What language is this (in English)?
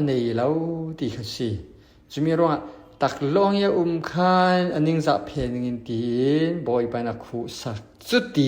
Falam Chin